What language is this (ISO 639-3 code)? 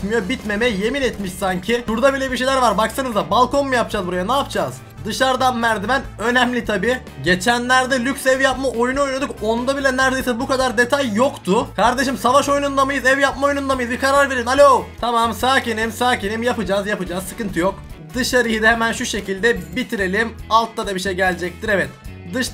tur